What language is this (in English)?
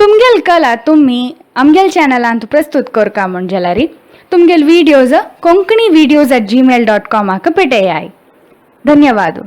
Konkani